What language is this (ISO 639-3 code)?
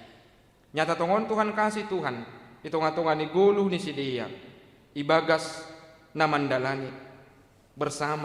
bts